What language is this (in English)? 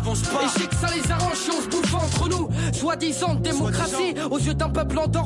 French